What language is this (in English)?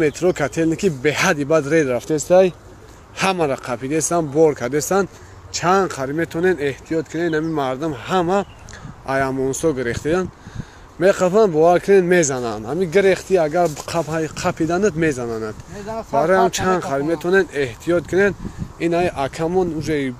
Tajik